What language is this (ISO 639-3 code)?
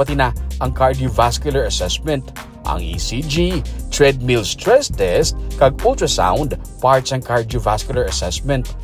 hil